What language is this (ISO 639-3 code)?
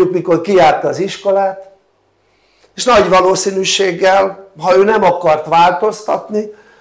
hun